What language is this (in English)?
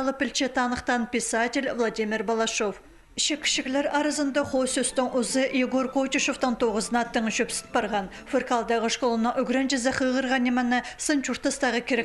Khakas